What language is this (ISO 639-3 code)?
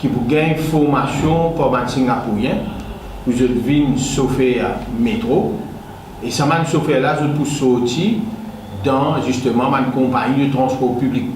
mfe